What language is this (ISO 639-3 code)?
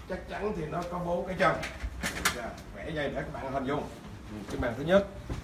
vie